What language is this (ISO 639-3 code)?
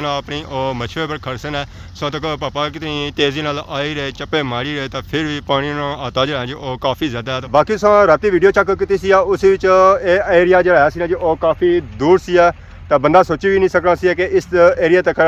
phr